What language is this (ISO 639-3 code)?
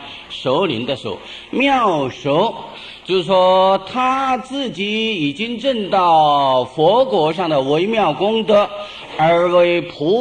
zho